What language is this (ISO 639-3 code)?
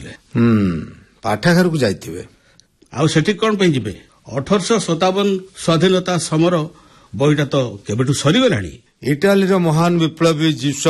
ori